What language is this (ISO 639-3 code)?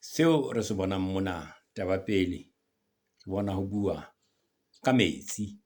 sot